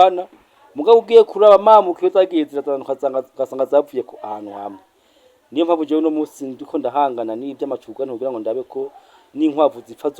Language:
Rundi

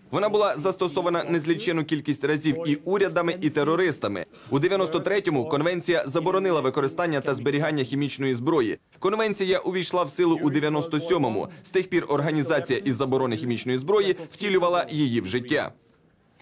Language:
Ukrainian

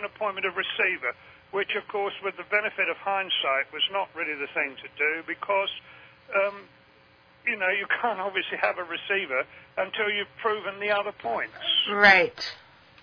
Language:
English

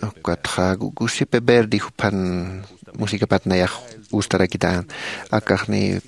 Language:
Aymara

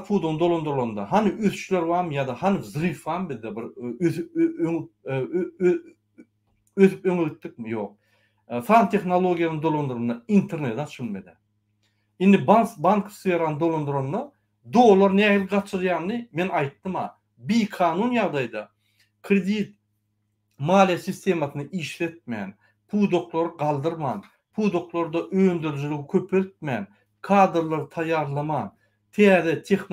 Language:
Turkmen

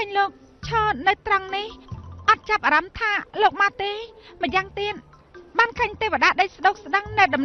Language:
Khmer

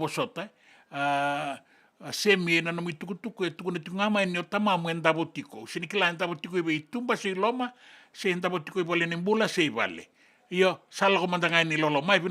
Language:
Fijian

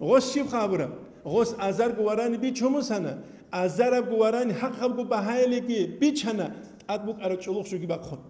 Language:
Avaric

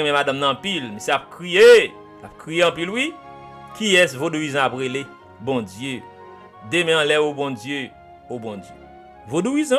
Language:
Haitian Creole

